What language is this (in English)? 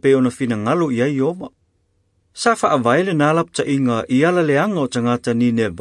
Samoan